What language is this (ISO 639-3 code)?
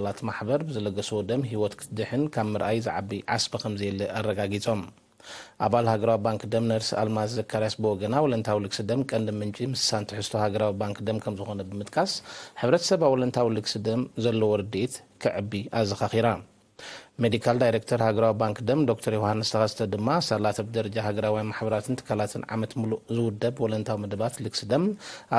tir